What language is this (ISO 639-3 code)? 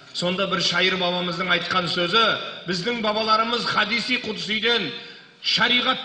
kaz